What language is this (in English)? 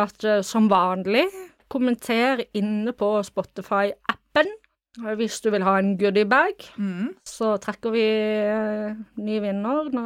Norwegian